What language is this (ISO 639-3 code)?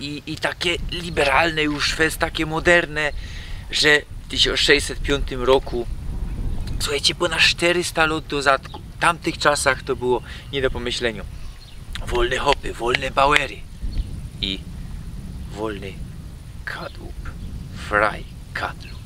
szl